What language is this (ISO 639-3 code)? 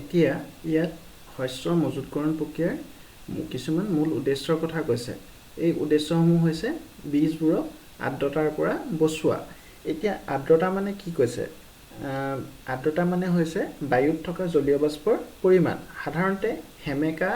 asm